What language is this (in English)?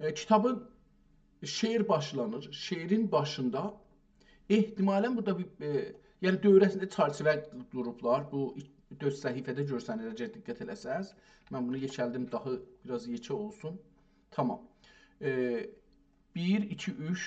South Azerbaijani